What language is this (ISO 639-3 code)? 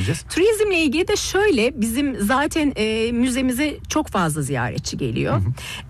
tur